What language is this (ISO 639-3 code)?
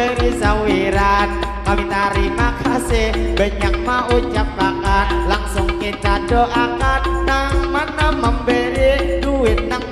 bjn